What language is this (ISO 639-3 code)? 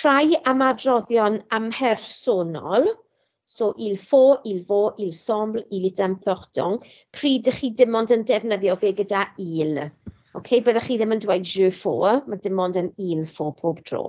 cym